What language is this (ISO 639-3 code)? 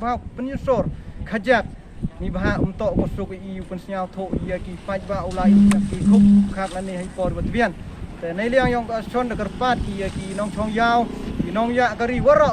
pbv